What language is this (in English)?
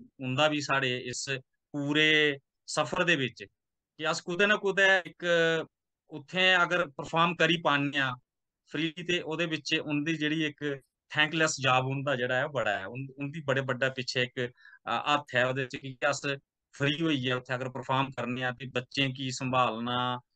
Dogri